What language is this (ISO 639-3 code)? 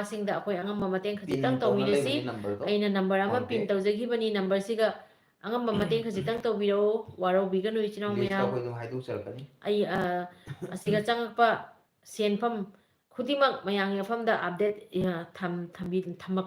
mni